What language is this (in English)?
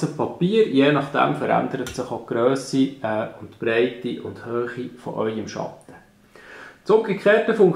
Swiss German